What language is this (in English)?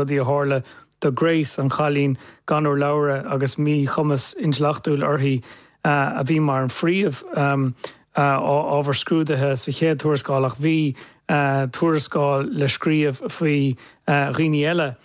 Irish